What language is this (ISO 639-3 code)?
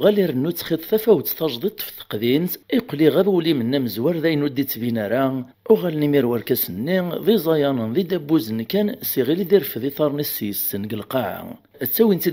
kab